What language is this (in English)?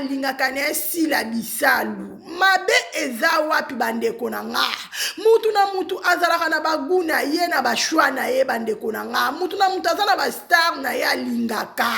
Lingala